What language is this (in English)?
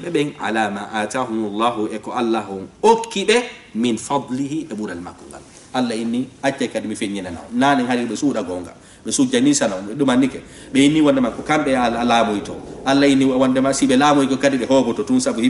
Fula